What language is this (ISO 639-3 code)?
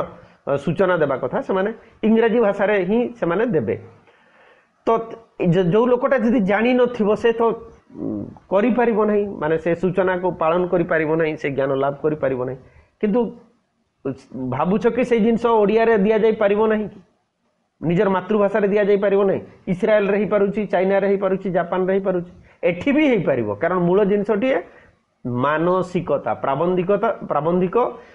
ori